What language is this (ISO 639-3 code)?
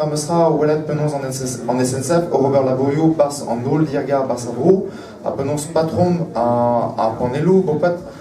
bre